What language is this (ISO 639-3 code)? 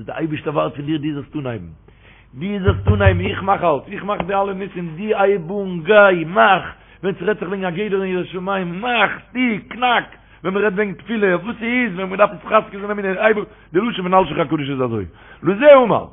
yid